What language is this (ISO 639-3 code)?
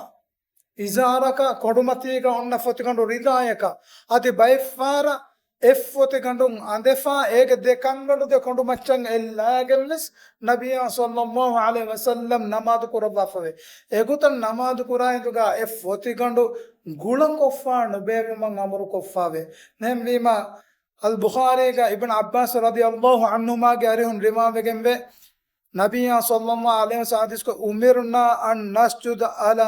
div